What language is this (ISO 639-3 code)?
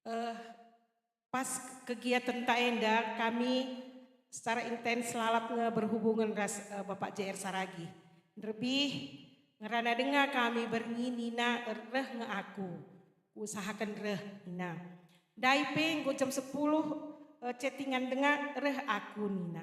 btx